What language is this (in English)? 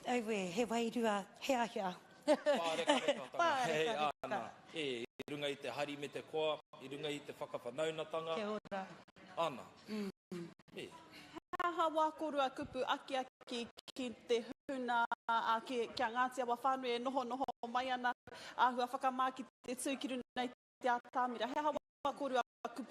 Māori